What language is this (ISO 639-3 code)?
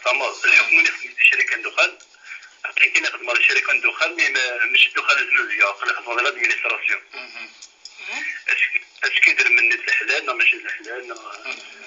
kab